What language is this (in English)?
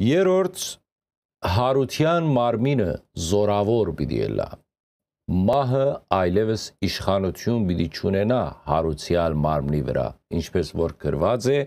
Western Armenian